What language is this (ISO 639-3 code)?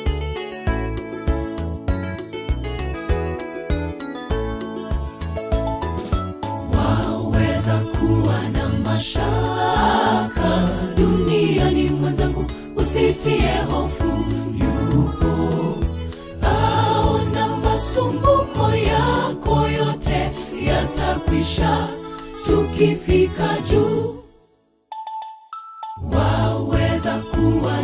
swa